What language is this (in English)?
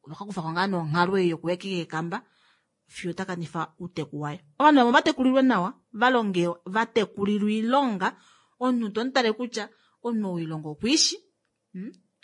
Kuanyama